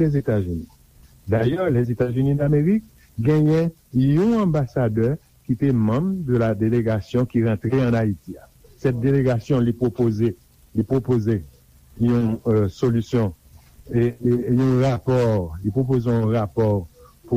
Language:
Haitian Creole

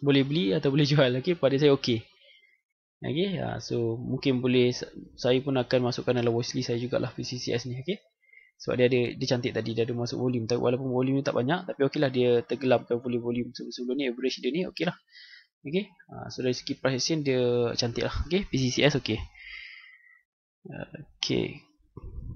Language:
Malay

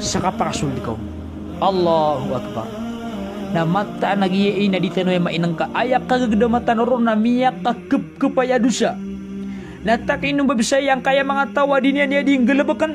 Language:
Maranao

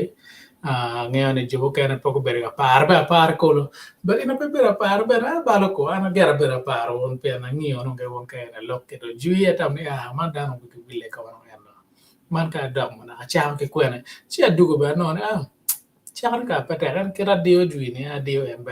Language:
Acoli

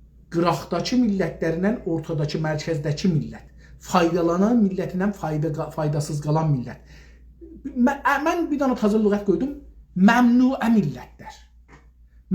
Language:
South Azerbaijani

